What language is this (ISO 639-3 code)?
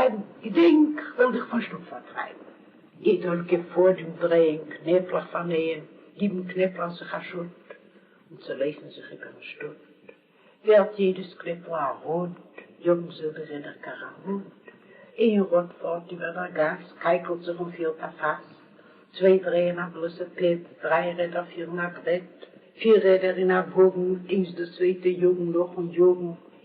yid